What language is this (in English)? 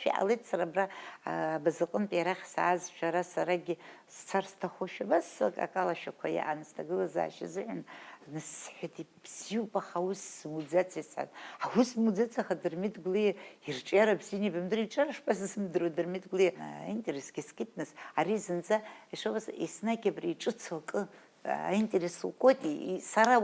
Abkhazian